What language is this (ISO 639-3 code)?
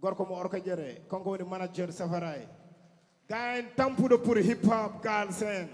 ful